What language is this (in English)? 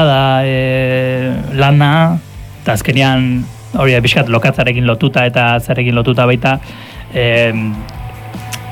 Basque